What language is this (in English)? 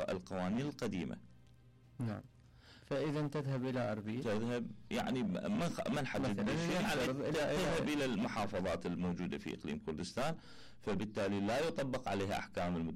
Mesopotamian Arabic